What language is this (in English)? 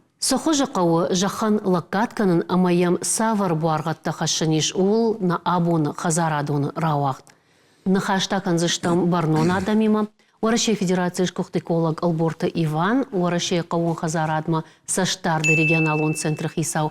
Ossetic